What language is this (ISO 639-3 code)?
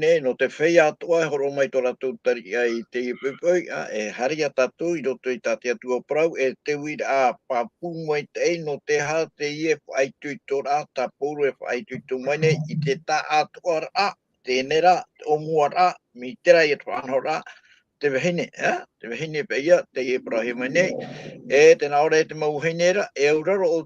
tah